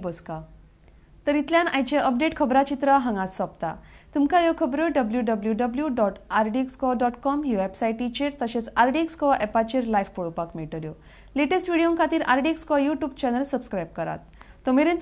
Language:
Konkani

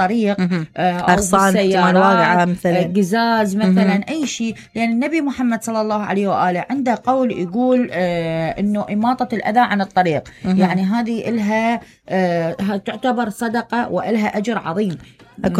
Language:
Mesopotamian Arabic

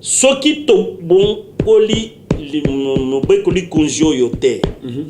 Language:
Lingala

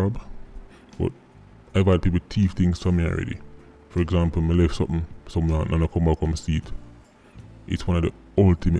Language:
Jamaican Creole English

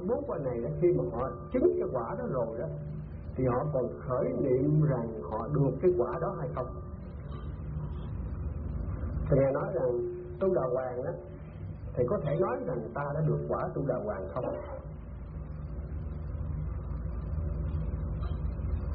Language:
Vietnamese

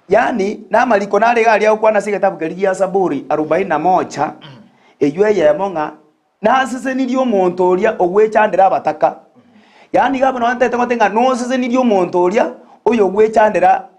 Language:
Gusii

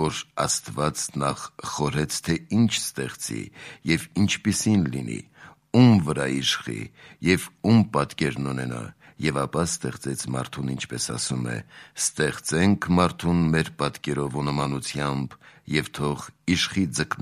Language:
Armenian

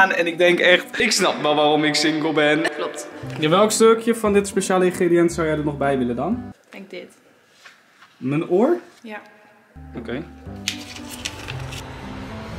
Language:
Dutch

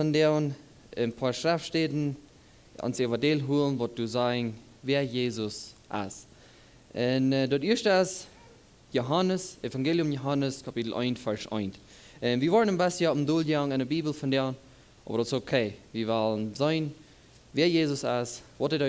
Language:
Plautdietsch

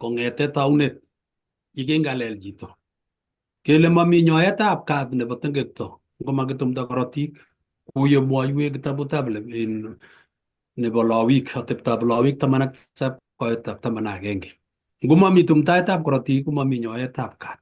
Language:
Kalenjin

